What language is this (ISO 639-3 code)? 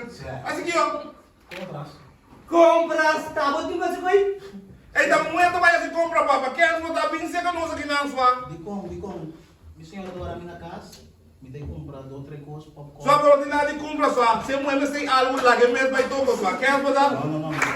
pap